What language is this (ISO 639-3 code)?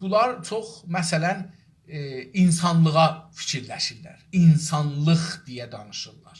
azb